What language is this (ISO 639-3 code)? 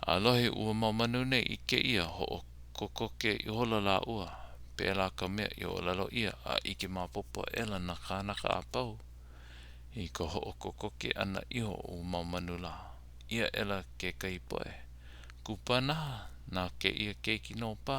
haw